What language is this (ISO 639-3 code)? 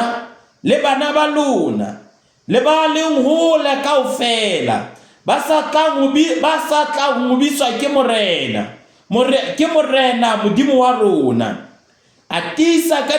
sot